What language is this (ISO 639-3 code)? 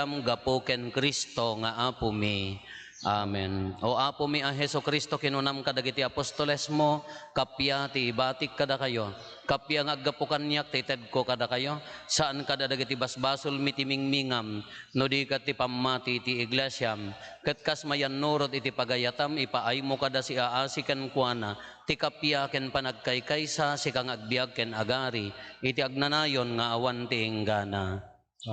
ilo